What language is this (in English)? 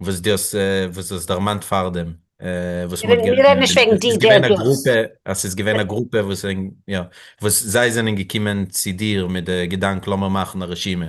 Yiddish